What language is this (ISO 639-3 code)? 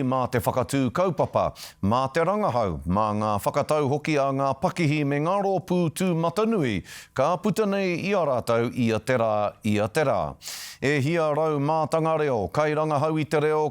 mri